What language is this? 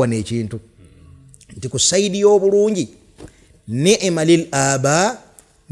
Ganda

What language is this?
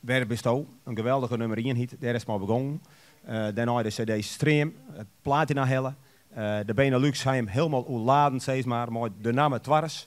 Western Frisian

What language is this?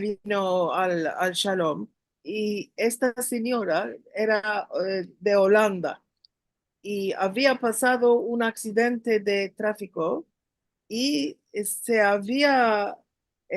Ladino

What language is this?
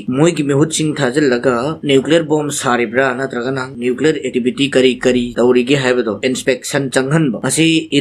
Manipuri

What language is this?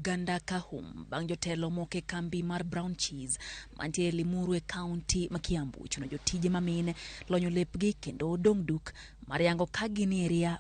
Luo (Kenya and Tanzania)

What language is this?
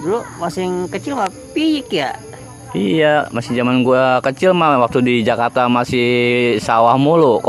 Betawi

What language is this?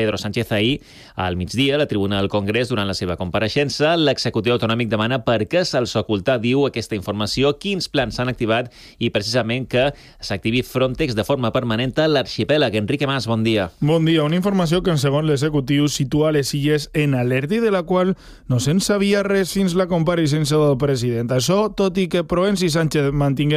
Catalan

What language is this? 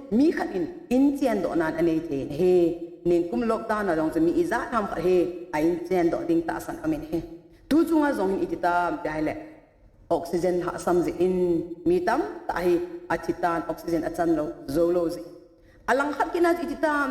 Thado Chin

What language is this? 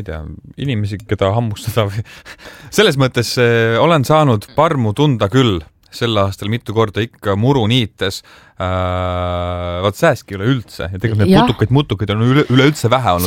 Estonian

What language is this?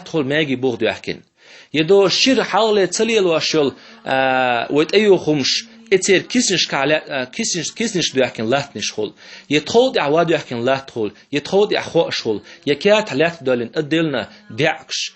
Chechen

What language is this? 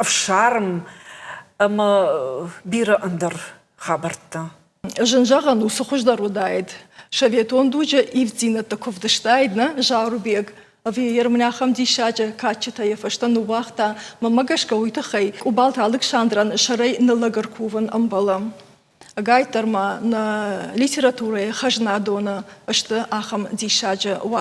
Ossetic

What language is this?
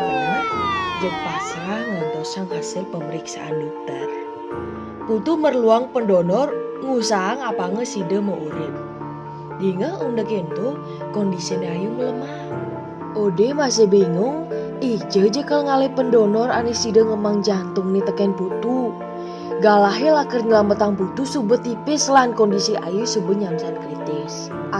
Balinese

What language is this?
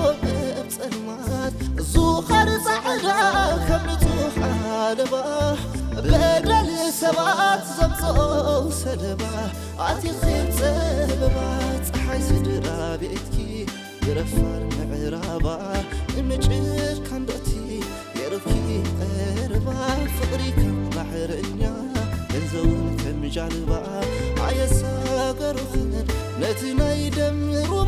Tigrinya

